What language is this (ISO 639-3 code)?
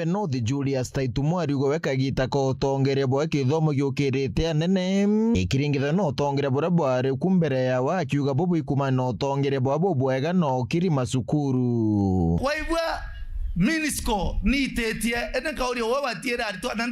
mer